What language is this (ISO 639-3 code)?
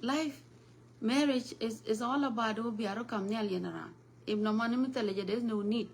nus